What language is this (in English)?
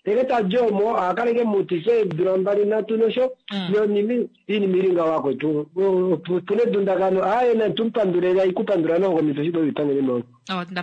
Kuanyama